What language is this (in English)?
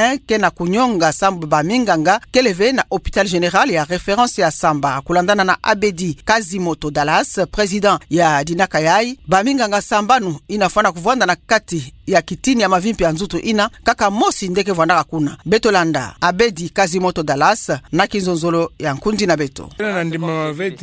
Kituba (Democratic Republic of Congo)